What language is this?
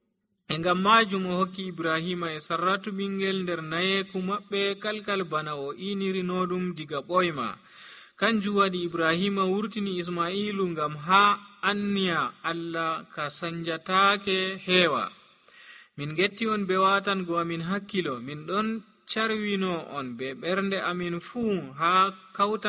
Nigerian Fulfulde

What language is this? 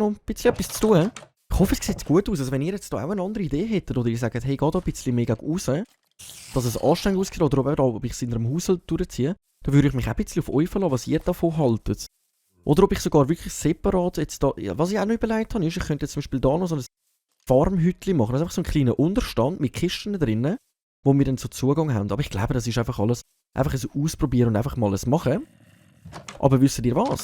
Swiss German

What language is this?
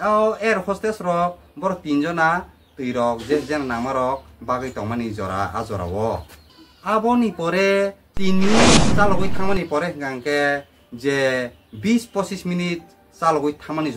Kok Borok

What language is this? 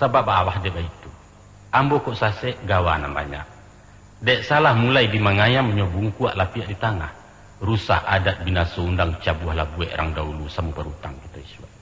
Minangkabau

